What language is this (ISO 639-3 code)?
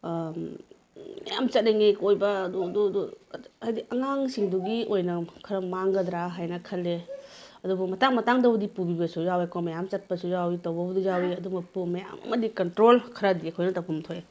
mni